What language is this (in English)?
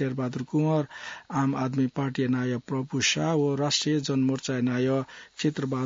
Newari